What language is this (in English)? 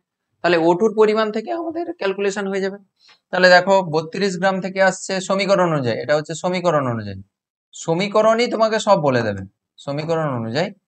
Bangla